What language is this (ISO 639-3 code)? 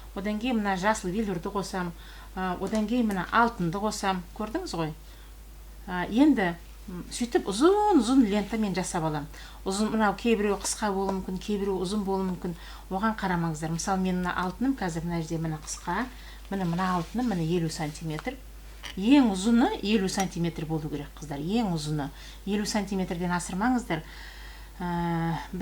kaz